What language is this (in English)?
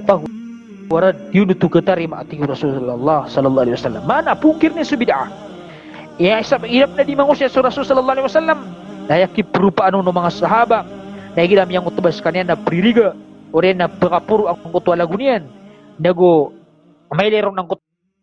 Maranao